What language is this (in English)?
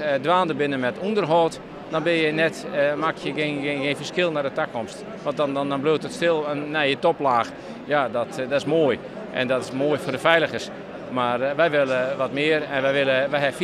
Western Frisian